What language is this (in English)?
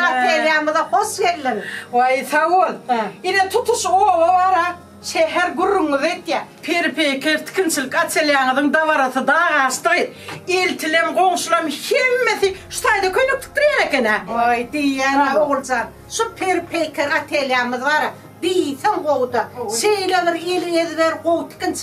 Turkmen